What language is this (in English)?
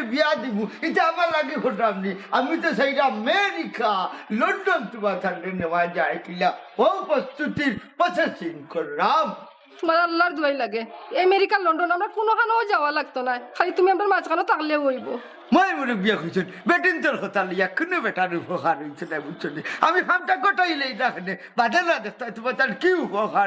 Sylheti